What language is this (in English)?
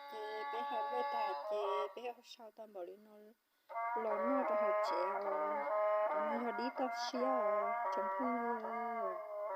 Hmong